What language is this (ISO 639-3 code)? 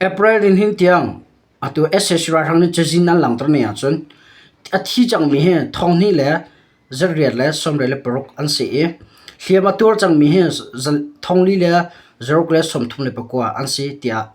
cnh